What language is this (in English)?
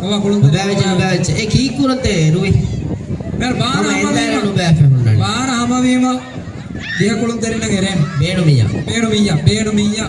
Divehi